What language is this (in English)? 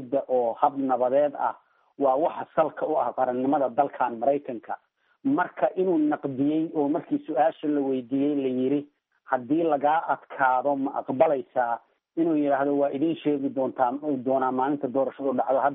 Somali